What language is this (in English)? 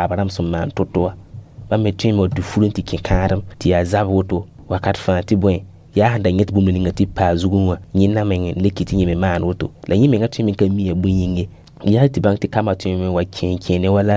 Mossi